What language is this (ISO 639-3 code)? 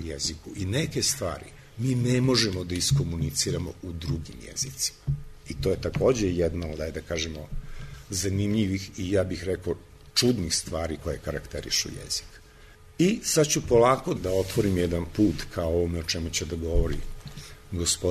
srp